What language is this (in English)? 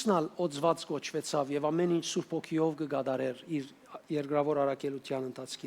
Western Armenian